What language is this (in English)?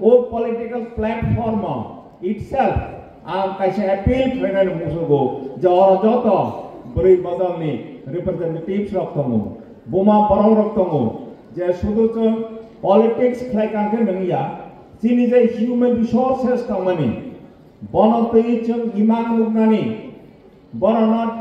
Kok Borok